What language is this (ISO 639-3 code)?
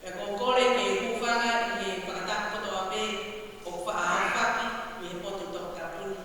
ton